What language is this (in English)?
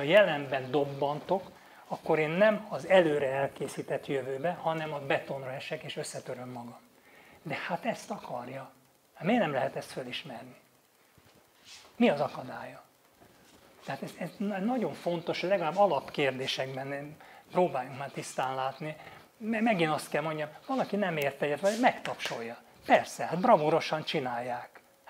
Hungarian